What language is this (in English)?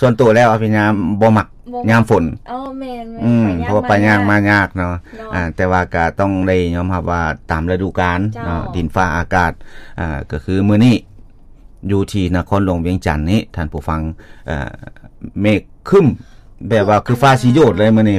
Lao